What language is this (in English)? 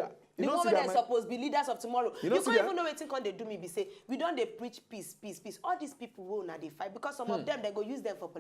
Nigerian Pidgin